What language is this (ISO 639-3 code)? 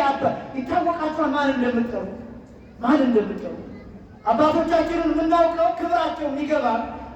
amh